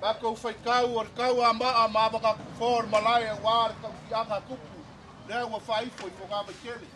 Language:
Samoan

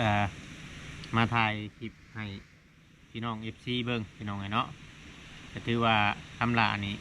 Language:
Northeastern Thai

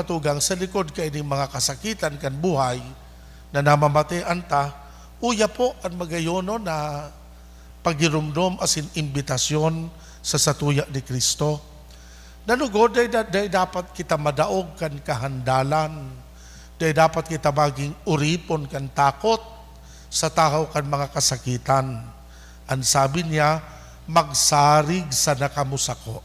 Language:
Bikol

